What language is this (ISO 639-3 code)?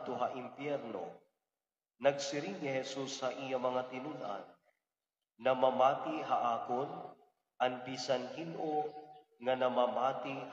war